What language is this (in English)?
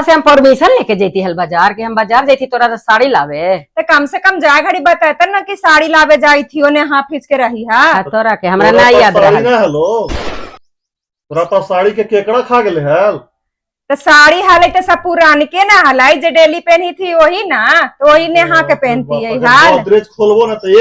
Magahi